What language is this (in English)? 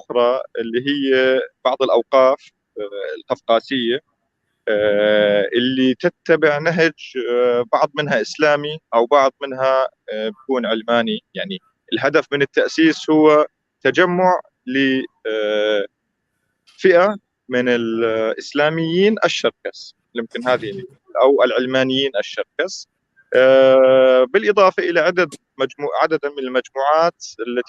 North Levantine Arabic